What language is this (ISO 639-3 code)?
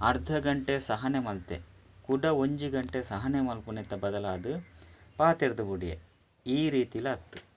tcy